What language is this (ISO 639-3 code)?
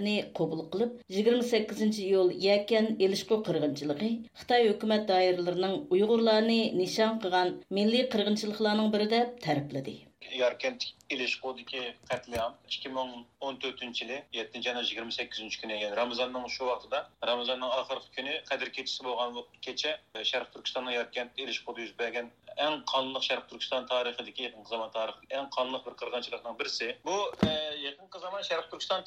uig